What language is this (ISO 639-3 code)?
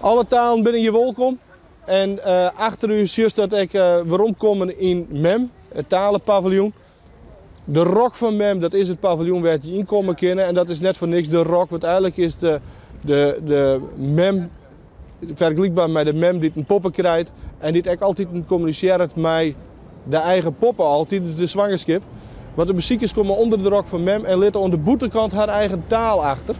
fry